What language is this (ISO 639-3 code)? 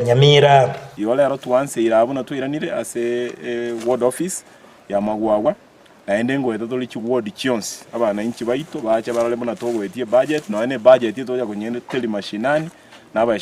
guz